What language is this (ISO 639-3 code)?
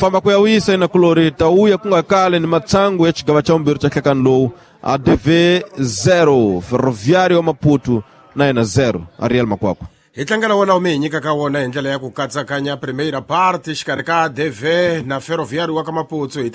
tso